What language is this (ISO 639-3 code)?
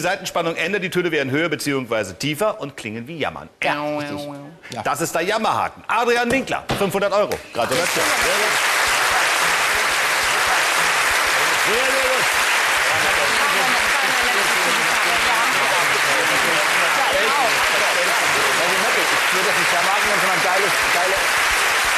deu